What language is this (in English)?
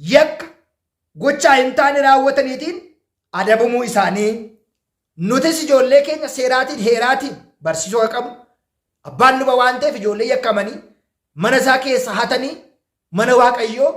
Oromo